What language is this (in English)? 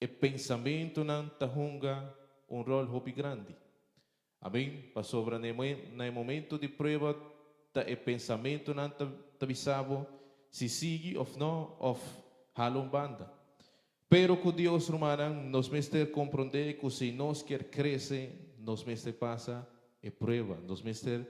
Papiamento